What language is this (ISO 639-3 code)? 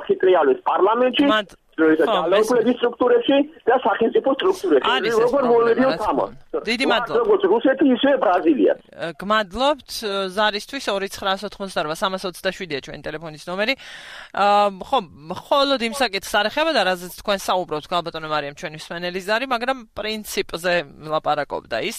kat